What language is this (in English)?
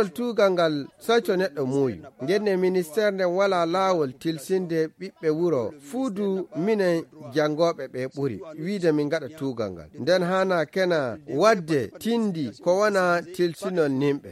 Fula